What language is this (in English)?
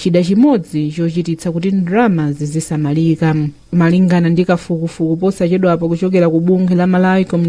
Nyanja